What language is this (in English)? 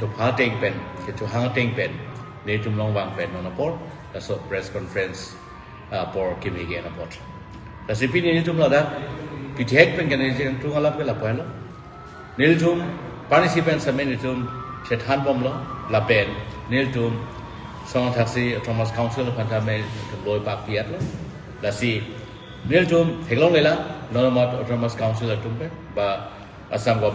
Karbi